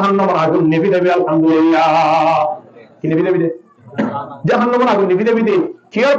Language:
Rohingya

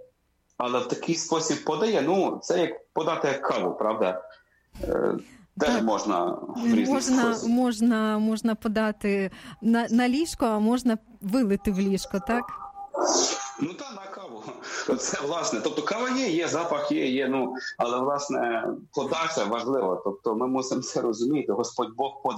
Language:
Ukrainian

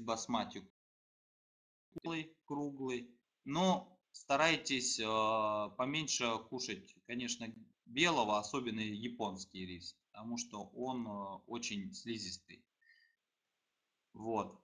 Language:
Russian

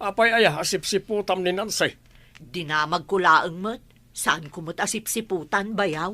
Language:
Iloko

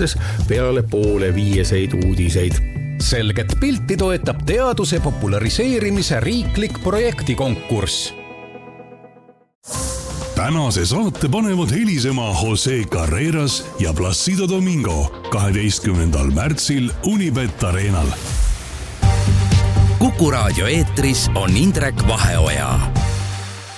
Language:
Estonian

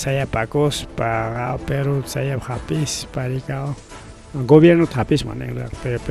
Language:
Ayacucho Quechua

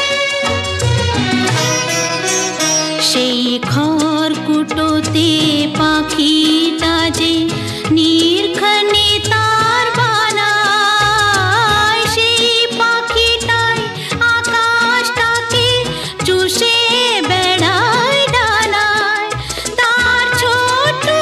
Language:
Bangla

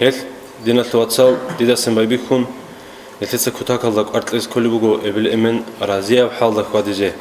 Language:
Avaric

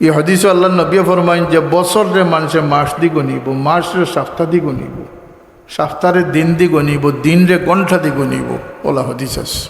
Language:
Sylheti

